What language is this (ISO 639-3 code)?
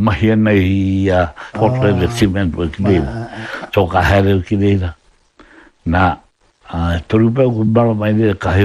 mri